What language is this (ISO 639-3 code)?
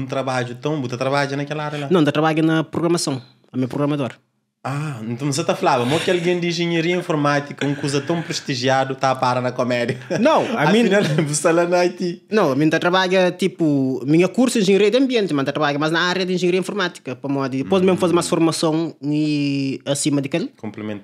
kea